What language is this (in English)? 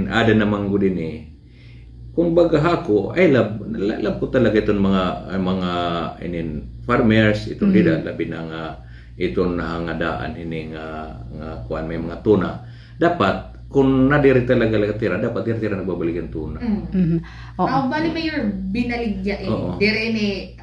Waray